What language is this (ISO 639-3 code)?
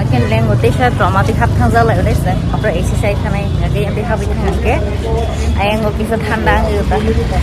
trp